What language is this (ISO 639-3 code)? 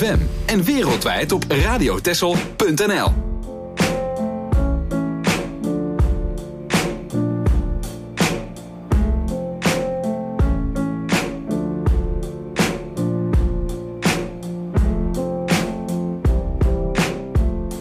nld